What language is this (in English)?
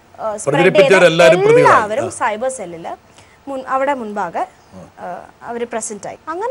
Malayalam